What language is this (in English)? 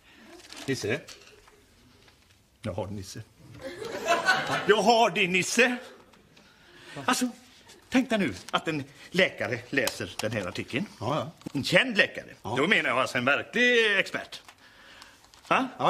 Swedish